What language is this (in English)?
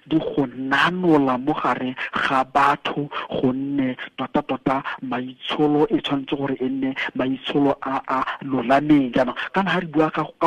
Tswana